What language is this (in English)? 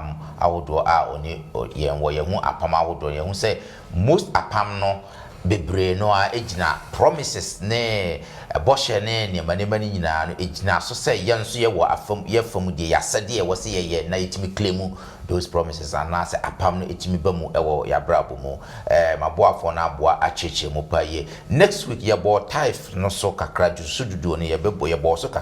Akan